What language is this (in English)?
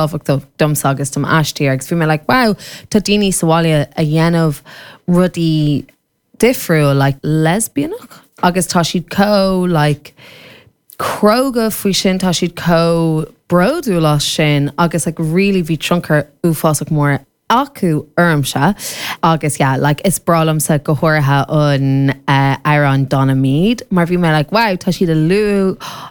Irish